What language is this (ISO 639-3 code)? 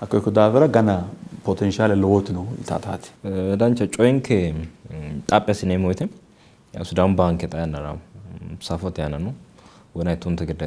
sid